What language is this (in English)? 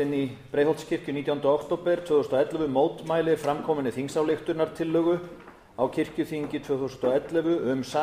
Icelandic